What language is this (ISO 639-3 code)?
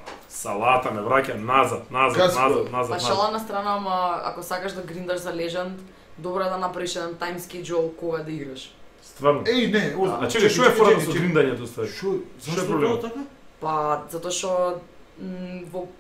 mkd